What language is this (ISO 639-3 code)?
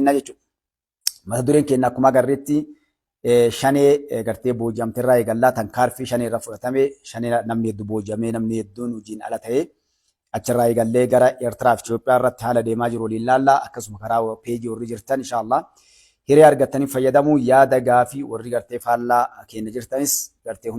orm